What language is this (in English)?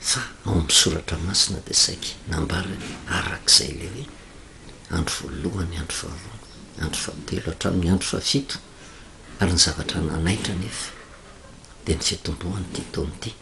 Malagasy